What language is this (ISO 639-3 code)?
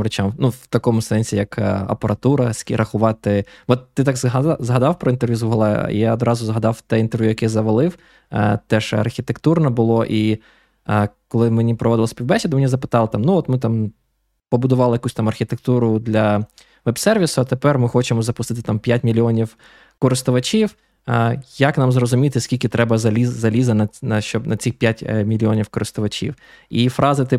ukr